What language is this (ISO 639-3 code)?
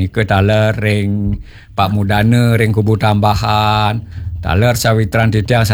ban